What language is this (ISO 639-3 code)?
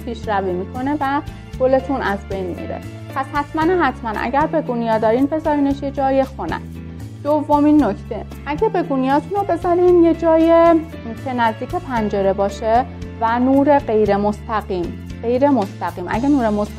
fas